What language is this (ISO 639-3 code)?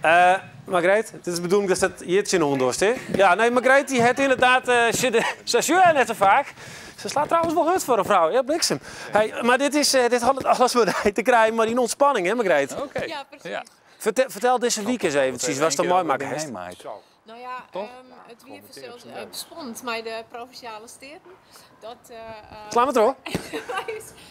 fry